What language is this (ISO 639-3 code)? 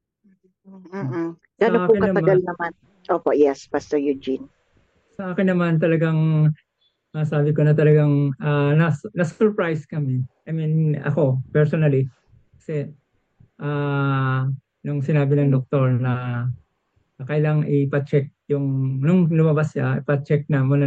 fil